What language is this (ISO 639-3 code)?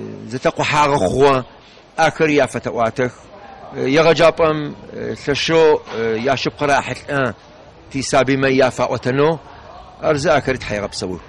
ady